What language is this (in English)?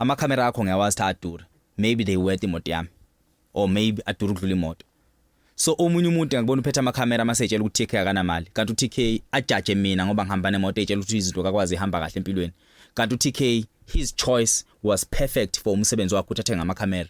Zulu